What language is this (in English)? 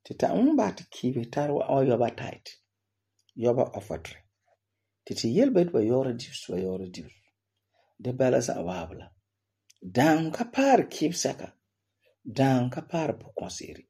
Frafra